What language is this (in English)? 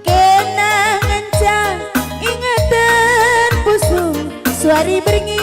Batak Karo